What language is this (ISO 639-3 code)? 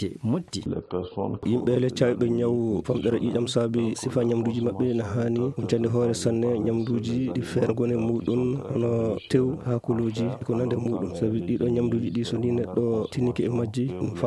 ful